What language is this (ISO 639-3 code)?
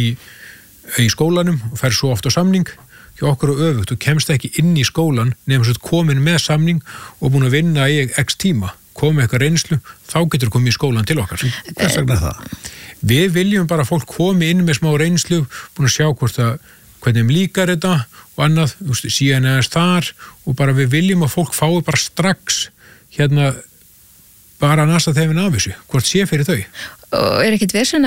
isl